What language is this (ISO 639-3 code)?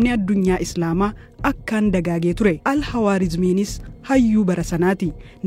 orm